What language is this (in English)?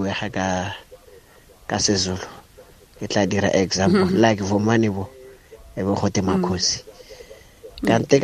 Tswana